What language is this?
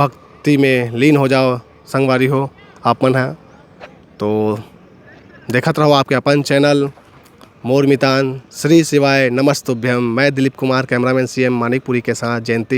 Chhattisgarhi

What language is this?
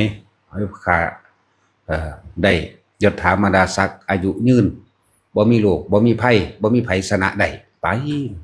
Northeastern Thai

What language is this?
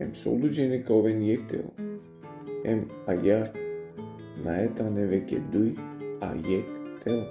Balkan Romani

